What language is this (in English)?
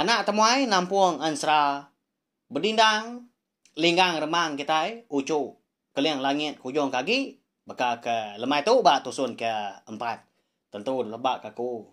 Iban